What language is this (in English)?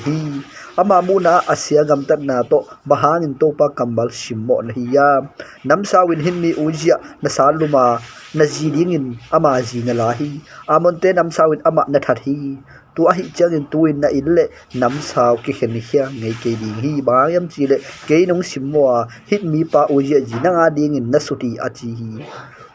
Tedim Chin